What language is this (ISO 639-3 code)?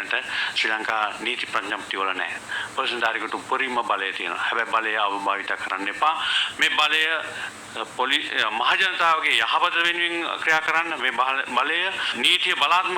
sin